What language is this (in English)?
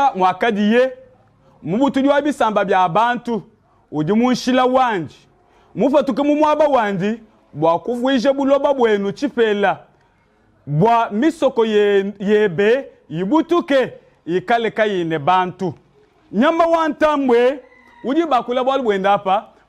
Luba-Lulua